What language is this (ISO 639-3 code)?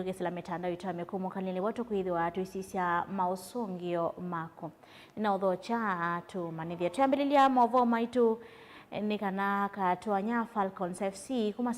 kam